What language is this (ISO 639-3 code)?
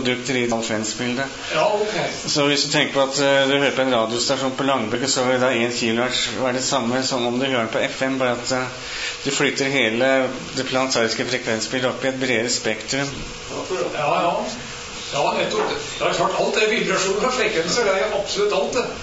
nor